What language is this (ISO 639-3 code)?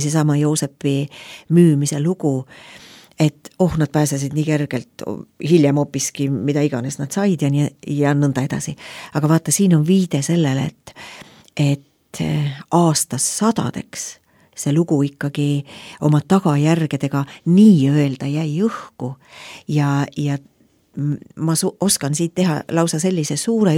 est